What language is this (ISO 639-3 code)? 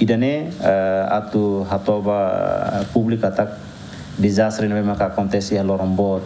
tet